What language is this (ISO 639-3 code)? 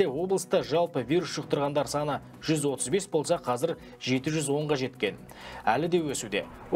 kaz